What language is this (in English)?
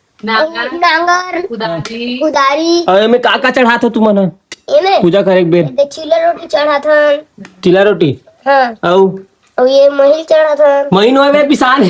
Chhattisgarhi